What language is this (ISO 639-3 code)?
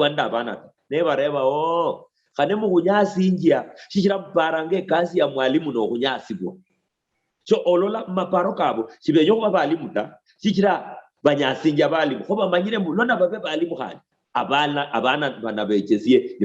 luy